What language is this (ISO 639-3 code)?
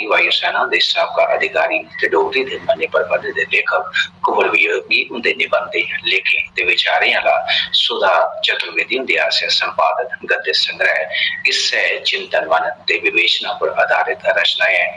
doi